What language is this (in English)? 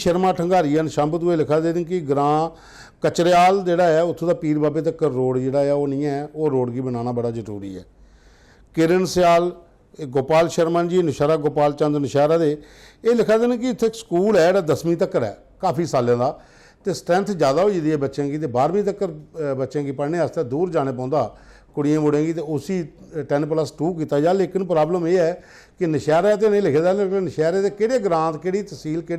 Dogri